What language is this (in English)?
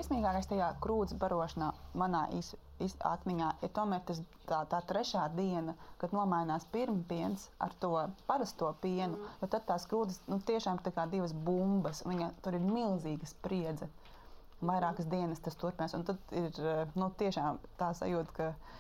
Latvian